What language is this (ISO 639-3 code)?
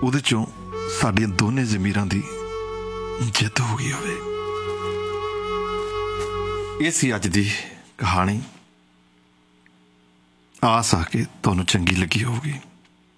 pan